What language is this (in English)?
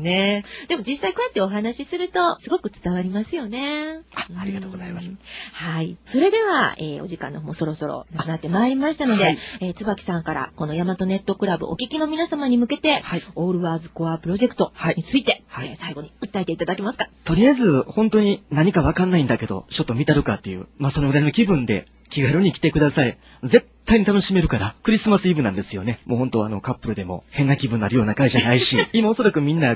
Japanese